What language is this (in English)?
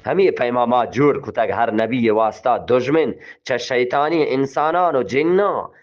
Eastern Balochi